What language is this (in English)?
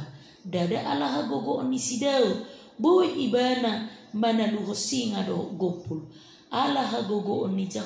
Batak Toba